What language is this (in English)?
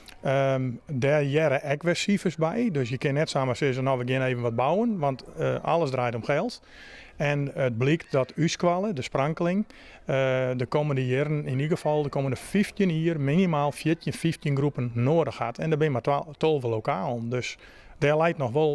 Western Frisian